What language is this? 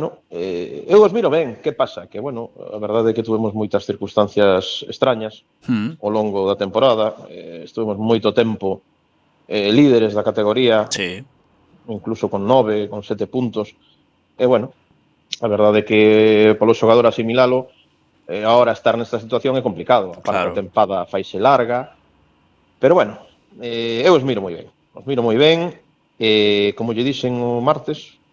Galician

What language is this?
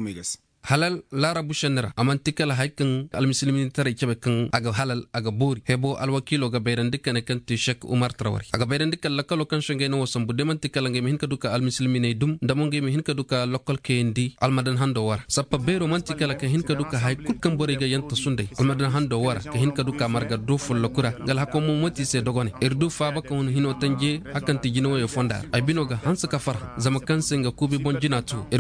Koyraboro Senni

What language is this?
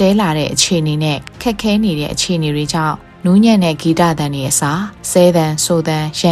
Burmese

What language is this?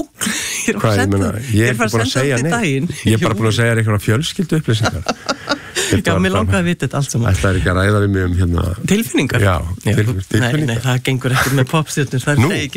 Icelandic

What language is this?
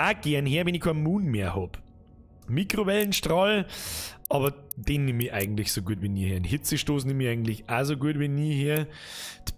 Bavarian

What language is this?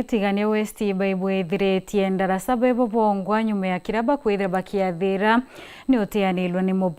Meru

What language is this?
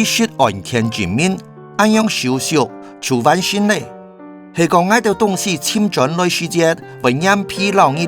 Hakka Chinese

